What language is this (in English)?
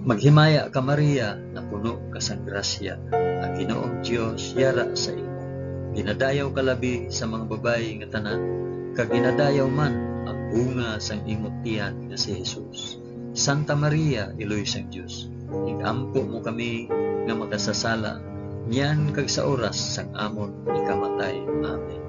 Hiligaynon